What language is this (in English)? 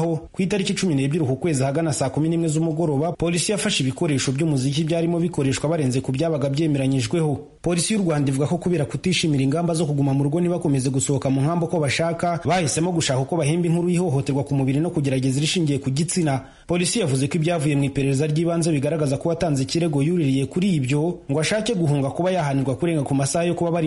Kinyarwanda